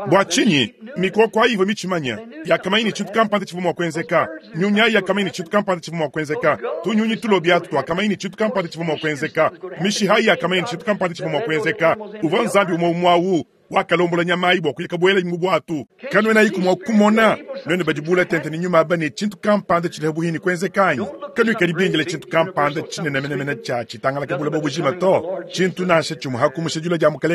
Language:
Luba-Lulua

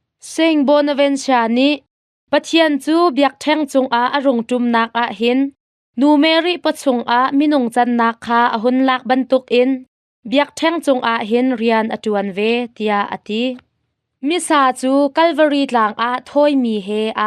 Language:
Hakha Chin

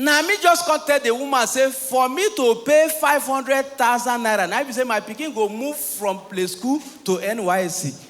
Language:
Nigerian Pidgin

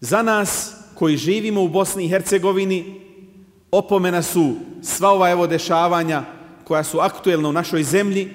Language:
Bosnian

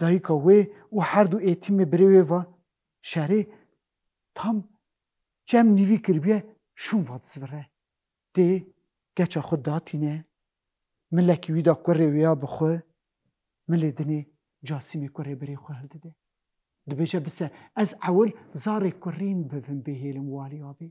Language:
Kurdish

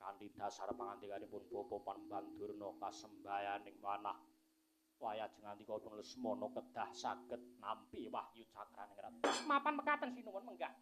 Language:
Javanese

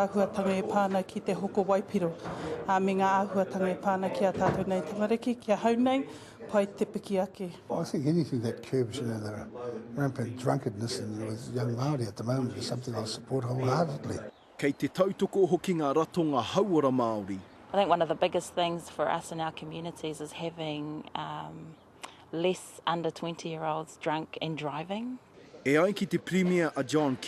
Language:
Māori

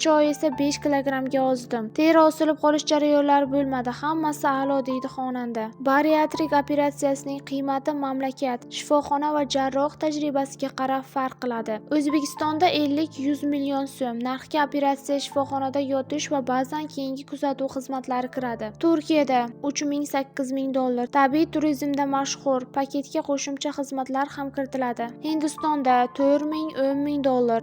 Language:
Uzbek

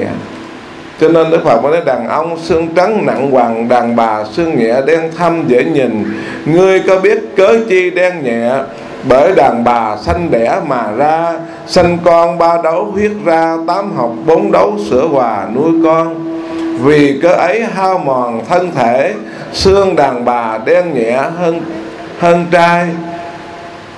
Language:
Vietnamese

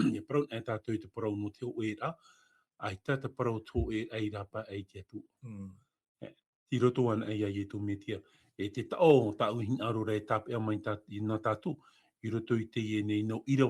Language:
Tahitian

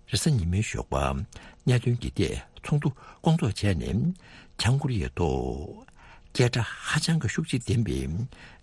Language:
Tibetan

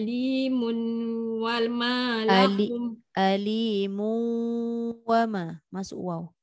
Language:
Malay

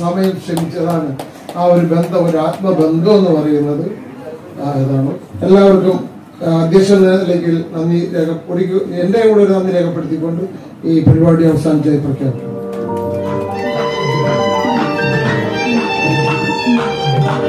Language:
Malayalam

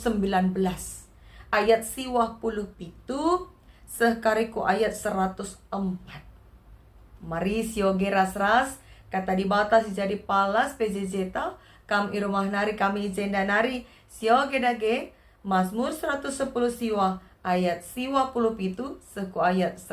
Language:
Batak Karo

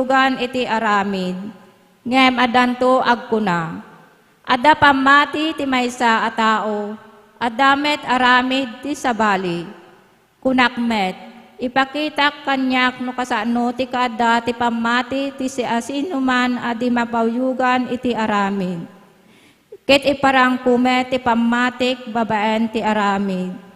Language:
Iloko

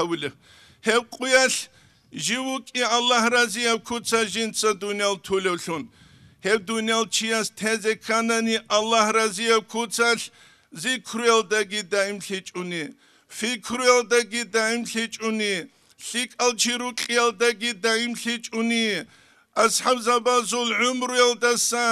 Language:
Avaric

